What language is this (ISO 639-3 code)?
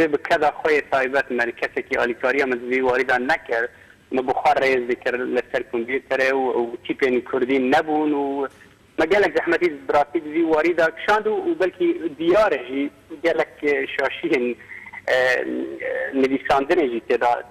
kur